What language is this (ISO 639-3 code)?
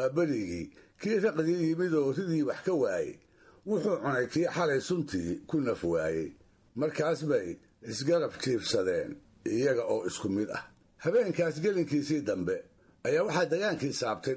som